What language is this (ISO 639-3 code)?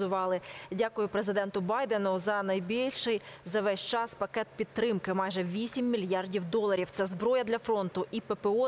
ukr